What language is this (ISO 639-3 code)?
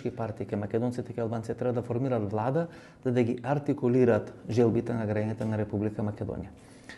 mkd